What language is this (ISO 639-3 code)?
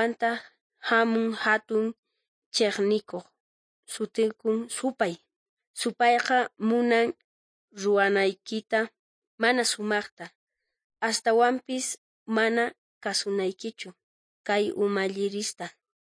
quh